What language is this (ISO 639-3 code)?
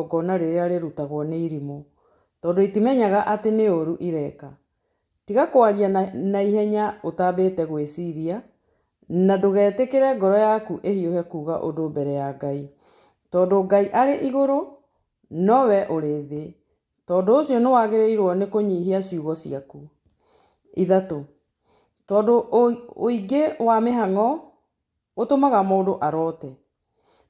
kik